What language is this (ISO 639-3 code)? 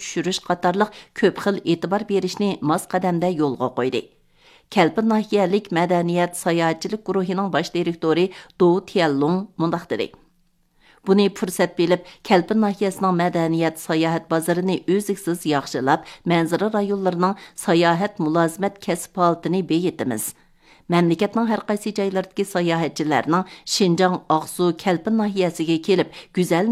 uig